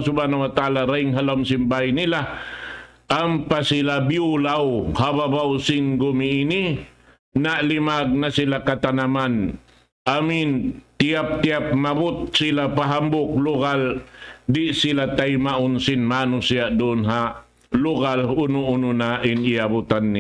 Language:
Tausug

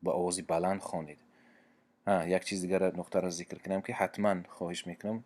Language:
Tajik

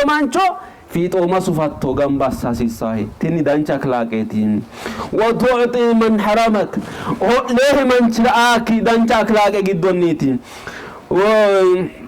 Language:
Sidamo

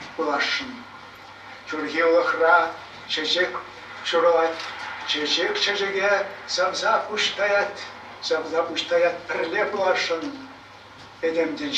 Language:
Chuvash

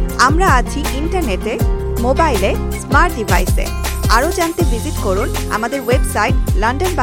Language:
Bangla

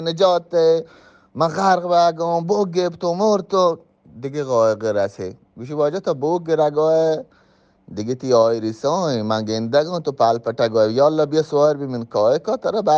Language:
Eastern Balochi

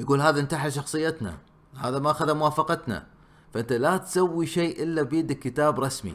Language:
Gulf Arabic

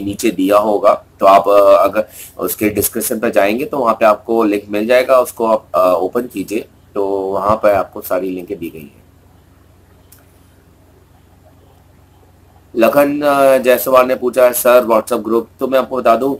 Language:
Hindi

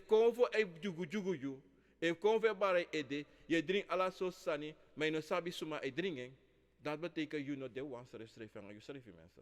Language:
Sranan Tongo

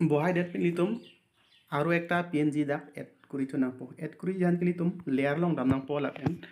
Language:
Karbi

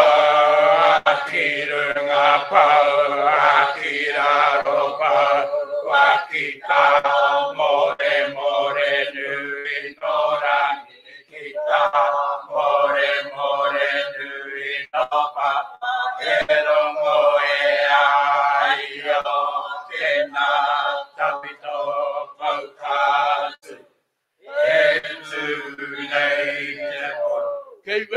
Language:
Māori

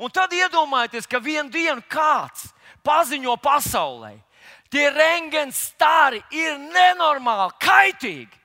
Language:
Latvian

